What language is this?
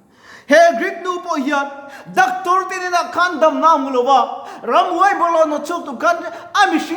Mizo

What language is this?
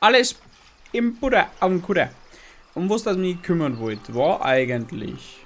Bavarian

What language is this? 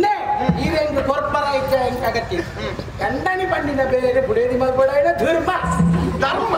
Tulu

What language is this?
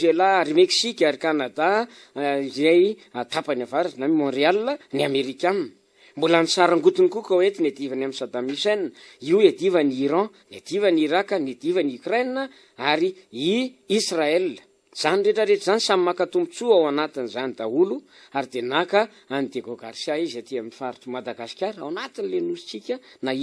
Malagasy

